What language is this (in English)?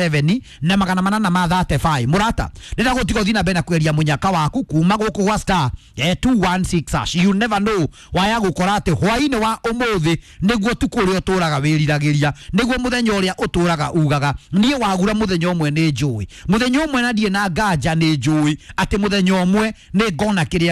Kikuyu